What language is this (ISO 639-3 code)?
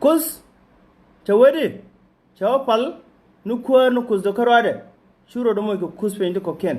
nus